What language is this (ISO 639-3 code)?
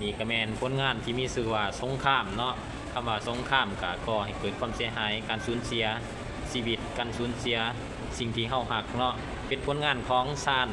lao